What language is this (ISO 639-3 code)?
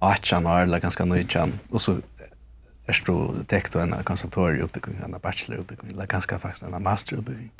fao